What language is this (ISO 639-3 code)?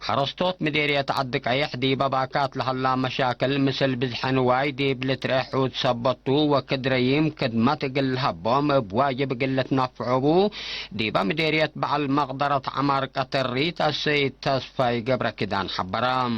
tig